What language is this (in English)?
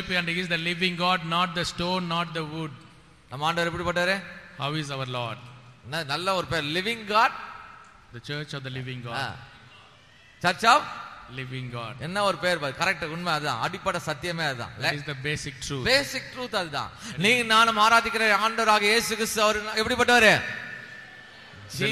Tamil